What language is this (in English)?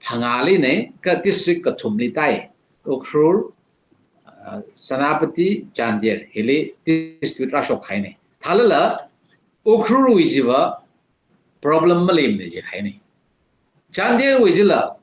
Tangkhul Naga (India)